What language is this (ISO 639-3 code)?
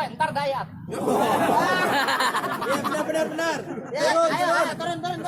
bew